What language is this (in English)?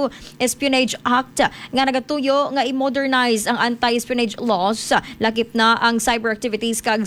Hiligaynon